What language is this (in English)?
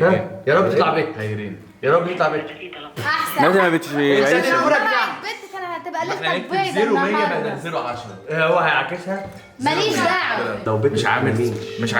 Egyptian Arabic